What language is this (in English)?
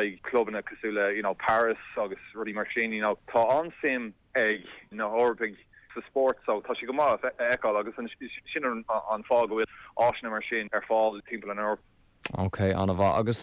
Irish